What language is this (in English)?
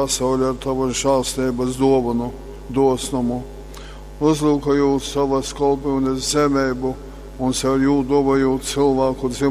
Latgalian